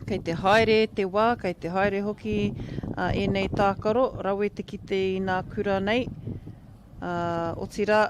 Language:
Māori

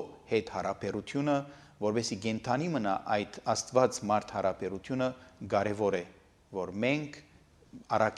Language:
Armenian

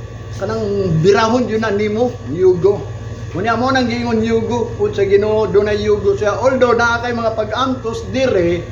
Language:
Cebuano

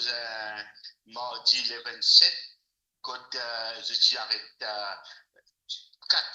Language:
Morisyen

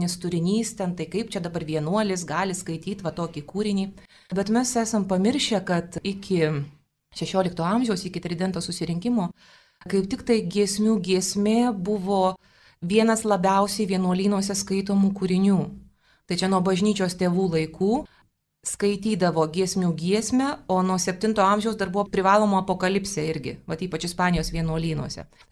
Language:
Lithuanian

